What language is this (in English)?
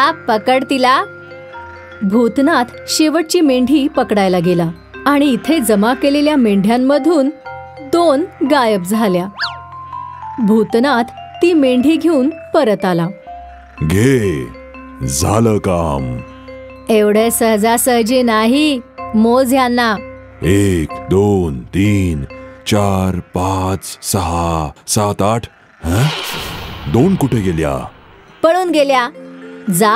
Marathi